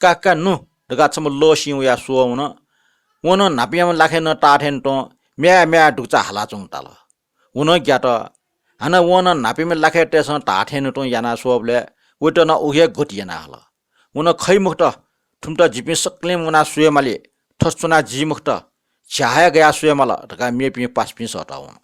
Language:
Newari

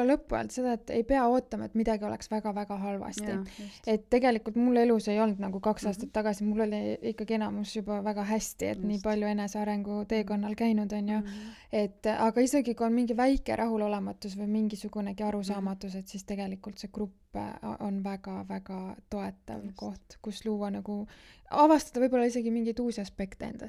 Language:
Estonian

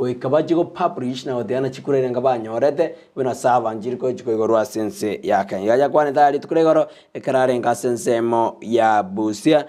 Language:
Gusii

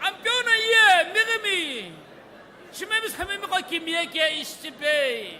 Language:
Sumi Naga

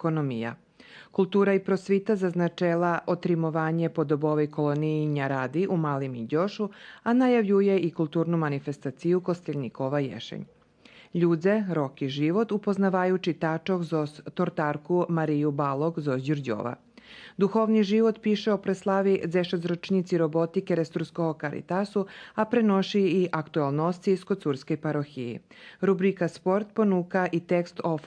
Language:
Rusyn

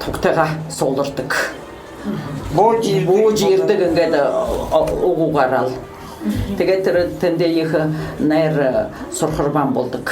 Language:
Buriat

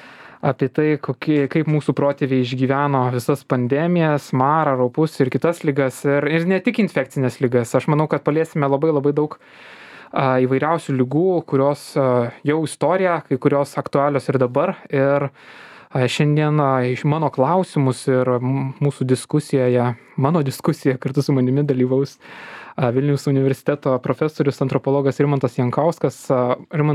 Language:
Lithuanian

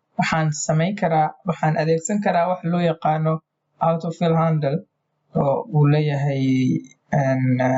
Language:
Somali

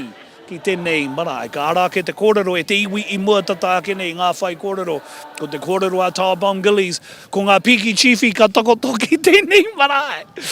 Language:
Māori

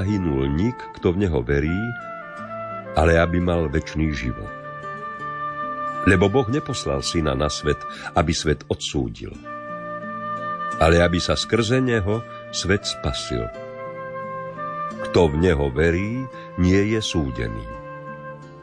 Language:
Slovak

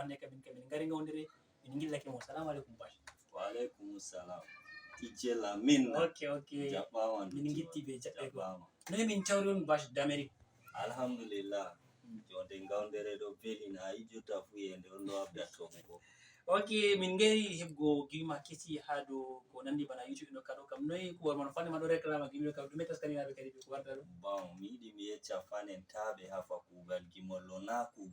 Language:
Fula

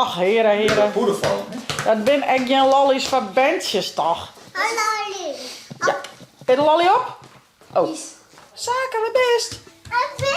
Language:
Western Frisian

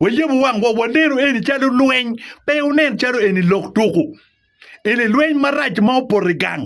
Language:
Acoli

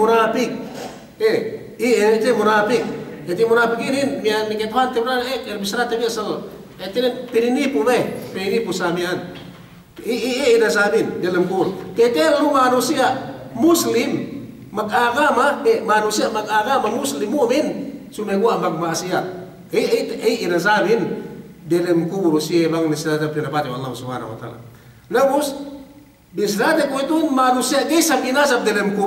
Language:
Yakan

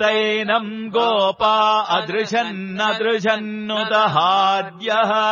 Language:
Sanskrit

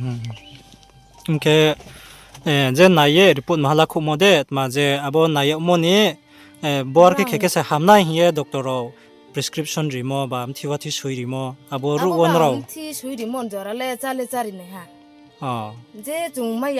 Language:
Riang (India)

